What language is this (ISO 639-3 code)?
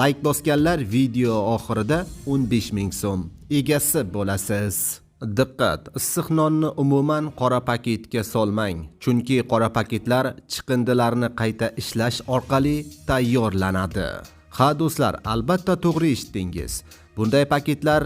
uzb